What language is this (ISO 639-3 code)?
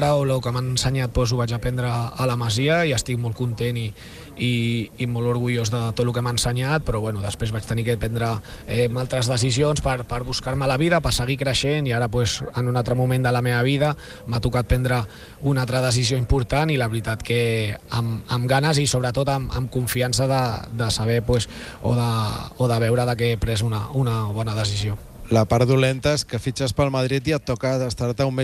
cat